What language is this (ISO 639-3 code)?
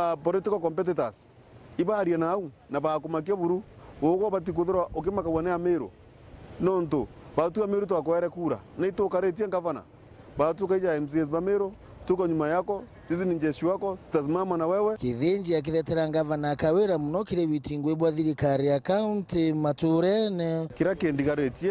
mer